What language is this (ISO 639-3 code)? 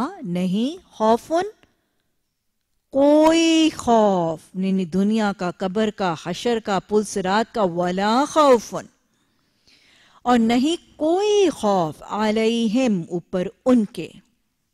urd